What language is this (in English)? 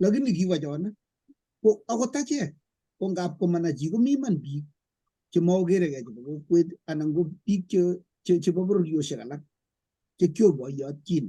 Kalenjin